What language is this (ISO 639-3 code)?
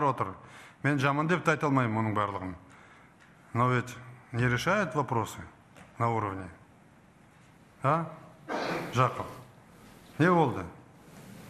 kaz